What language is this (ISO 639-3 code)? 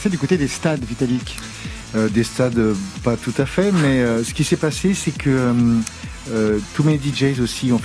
fra